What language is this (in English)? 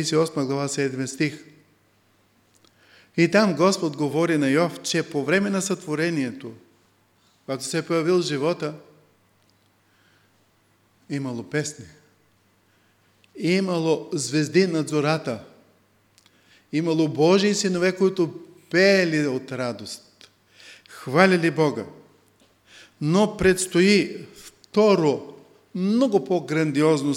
Bulgarian